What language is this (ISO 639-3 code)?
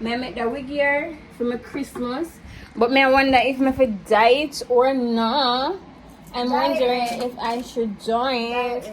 jam